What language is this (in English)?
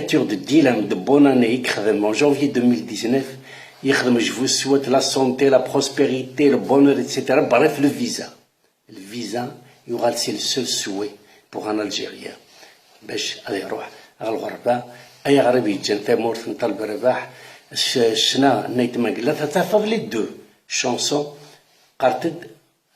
Kabyle